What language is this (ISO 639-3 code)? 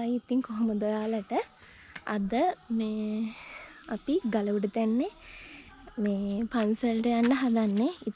sin